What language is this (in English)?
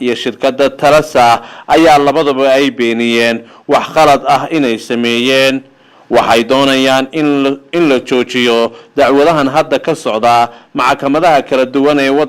Somali